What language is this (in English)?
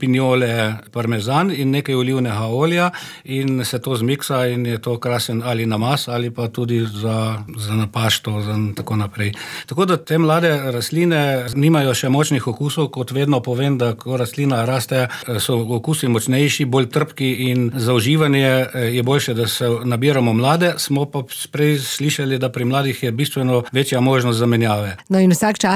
Slovenian